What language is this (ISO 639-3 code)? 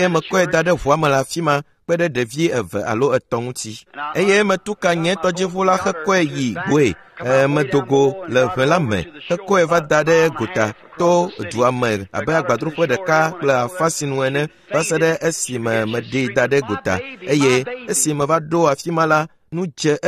ewe